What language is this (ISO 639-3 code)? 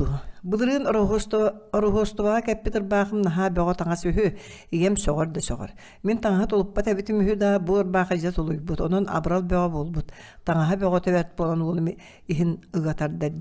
sah